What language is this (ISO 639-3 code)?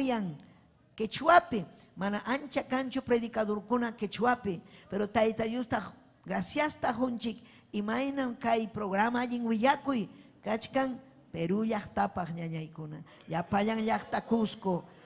quy